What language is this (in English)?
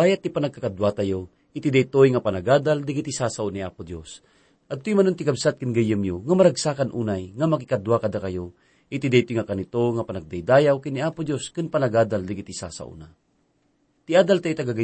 Iloko